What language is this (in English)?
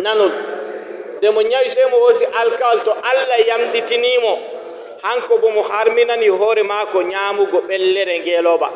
Fula